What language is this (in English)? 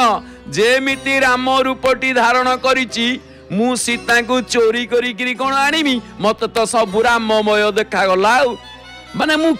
Odia